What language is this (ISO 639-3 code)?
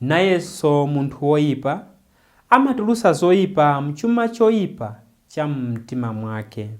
nya